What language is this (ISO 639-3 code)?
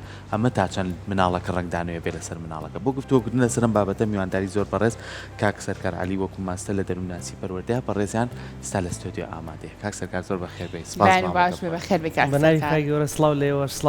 ckb